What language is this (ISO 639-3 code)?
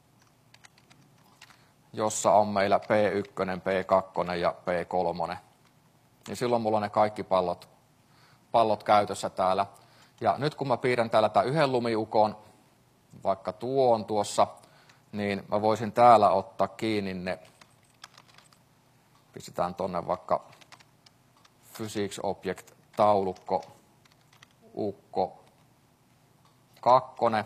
fin